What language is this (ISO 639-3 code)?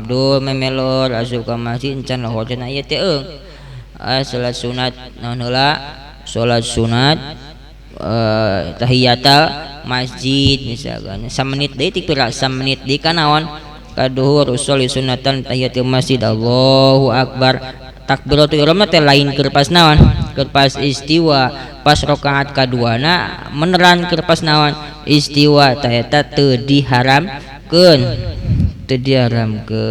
sun